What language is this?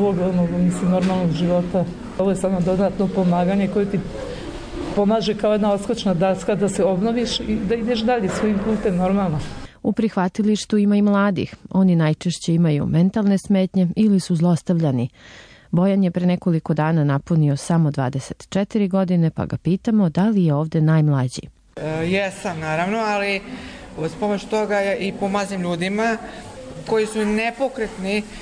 Serbian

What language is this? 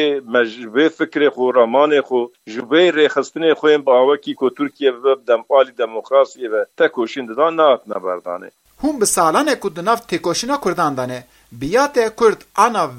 Kurdish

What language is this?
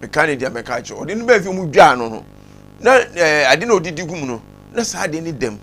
Akan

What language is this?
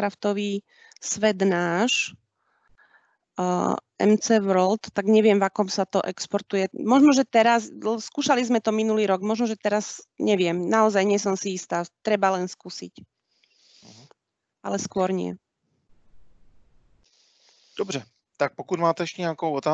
Slovak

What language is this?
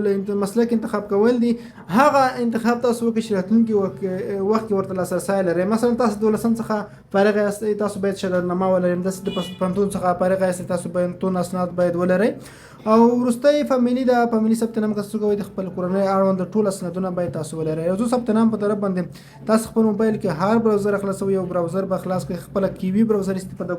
Pashto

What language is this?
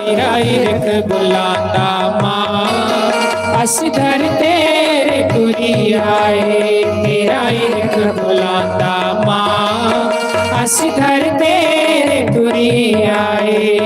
Dogri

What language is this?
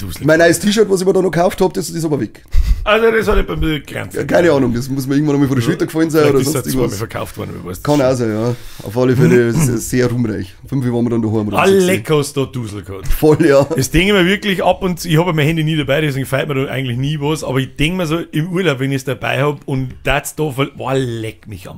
Bavarian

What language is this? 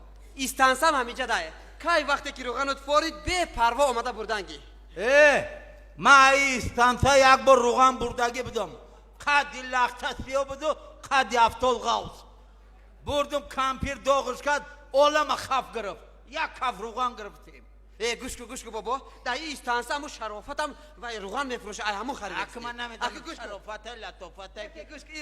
Tajik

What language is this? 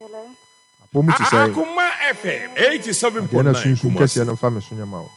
Akan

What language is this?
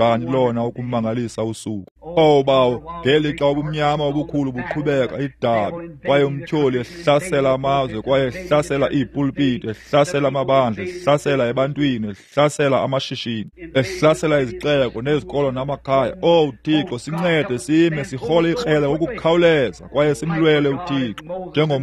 Xhosa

